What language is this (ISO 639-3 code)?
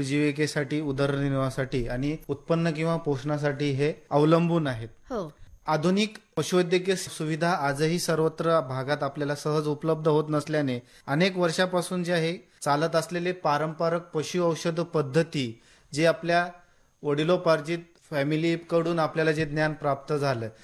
mar